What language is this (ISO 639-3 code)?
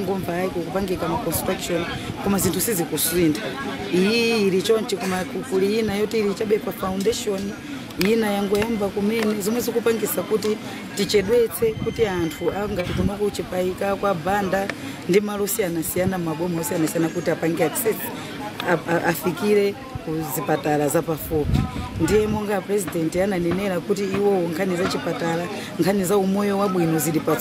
nya